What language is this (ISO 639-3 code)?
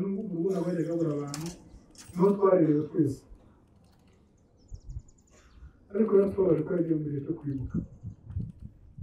kin